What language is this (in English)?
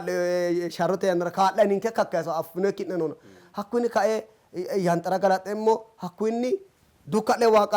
Sidamo